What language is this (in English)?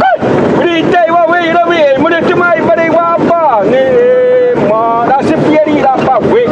Xavánte